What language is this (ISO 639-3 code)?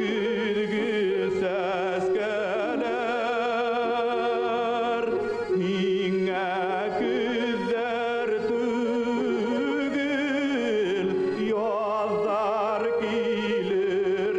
bak